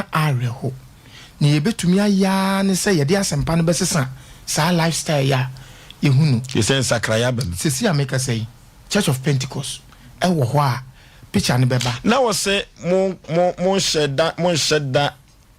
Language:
Akan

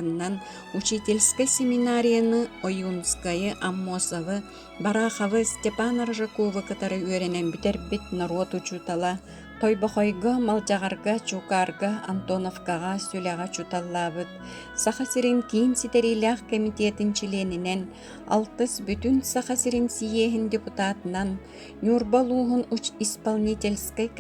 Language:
Yakut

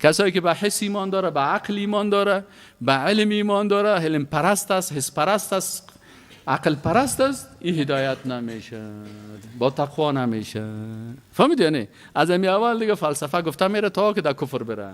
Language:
Persian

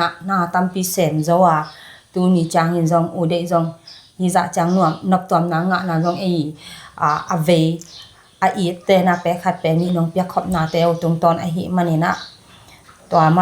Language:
Tedim Chin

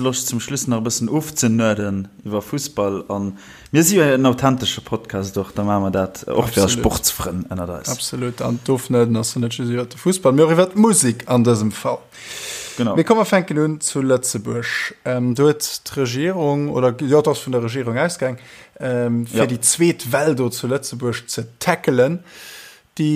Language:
Luxembourgish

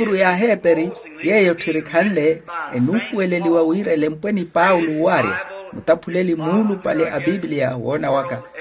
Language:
Makhuwa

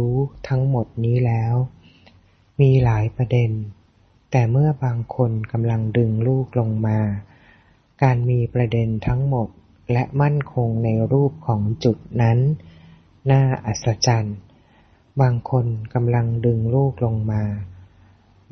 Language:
Thai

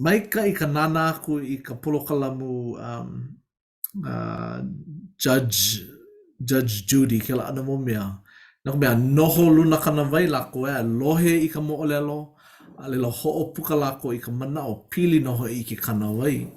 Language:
Hawaiian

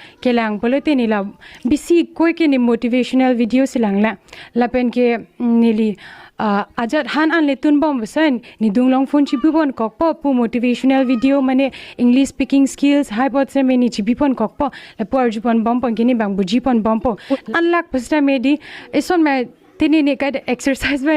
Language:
Karbi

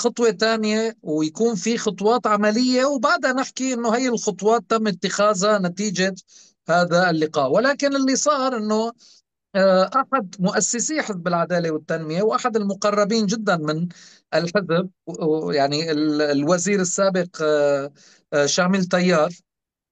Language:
North Levantine Arabic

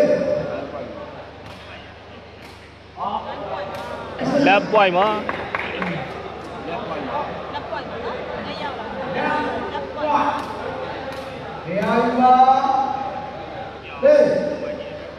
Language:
Burmese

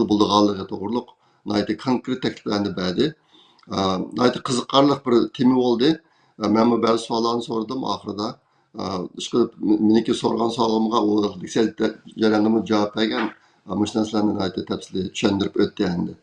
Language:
Uyghur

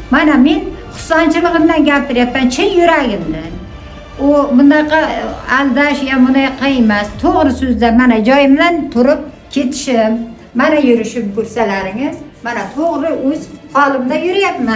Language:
Uzbek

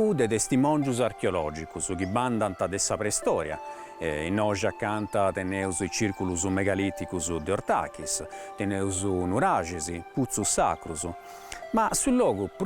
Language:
Sardinian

